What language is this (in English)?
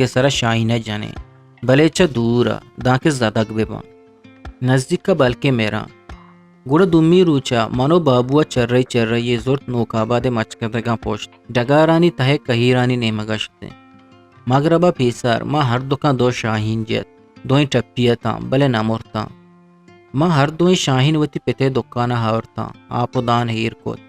Eastern Balochi